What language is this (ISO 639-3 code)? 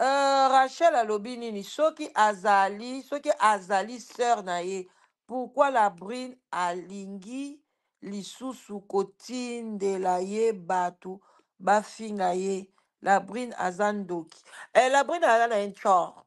lin